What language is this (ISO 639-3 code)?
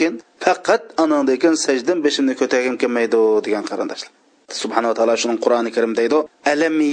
uig